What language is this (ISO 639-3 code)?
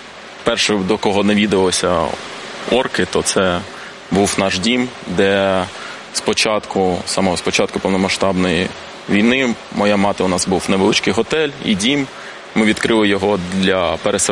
ukr